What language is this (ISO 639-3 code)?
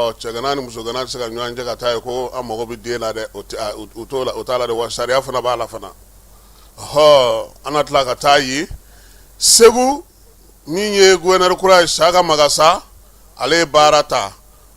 bam